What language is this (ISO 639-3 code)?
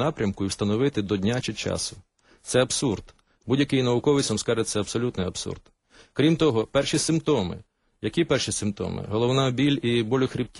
ukr